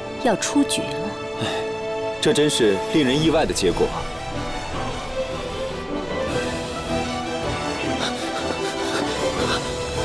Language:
Chinese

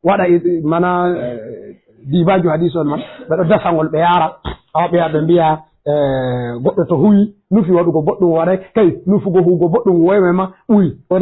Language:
Fula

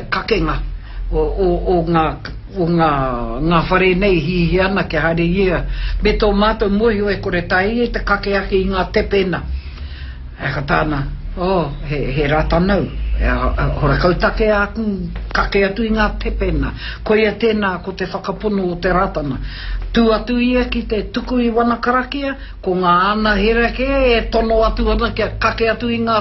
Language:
Māori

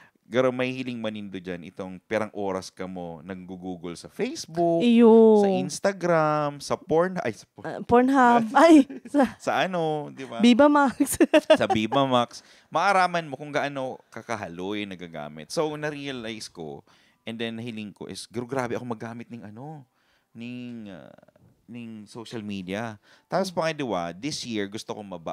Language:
Bikol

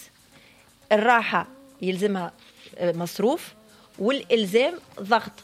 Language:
Tunisian Arabic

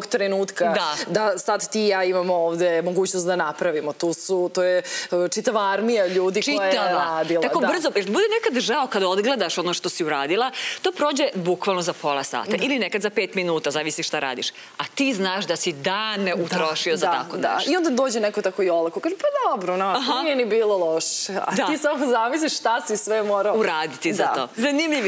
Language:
Serbian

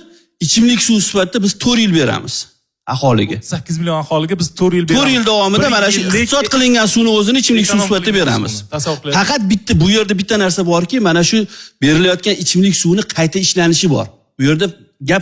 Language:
Uzbek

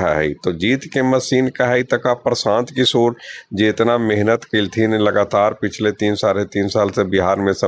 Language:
Magahi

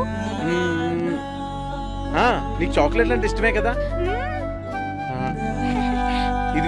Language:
Telugu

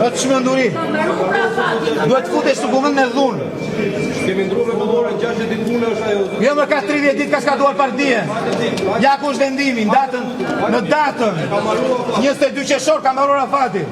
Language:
Albanian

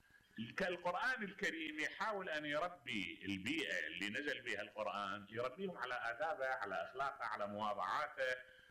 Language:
Mesopotamian Arabic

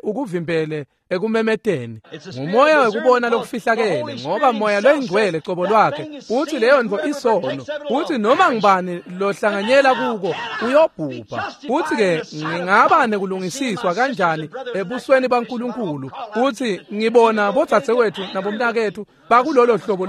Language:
Swati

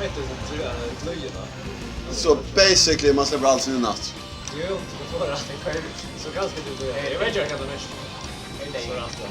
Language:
Faroese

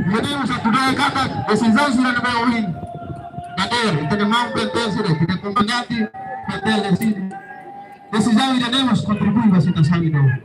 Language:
Tetum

